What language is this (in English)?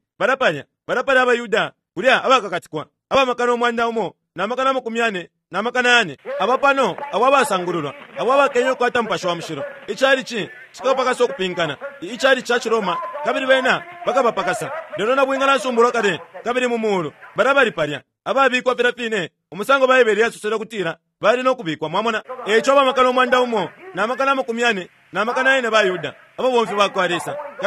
Bemba